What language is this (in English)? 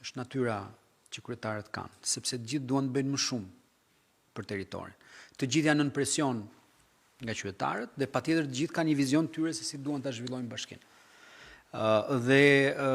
Albanian